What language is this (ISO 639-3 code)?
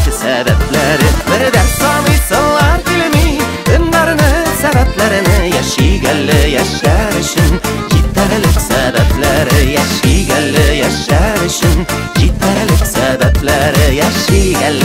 tat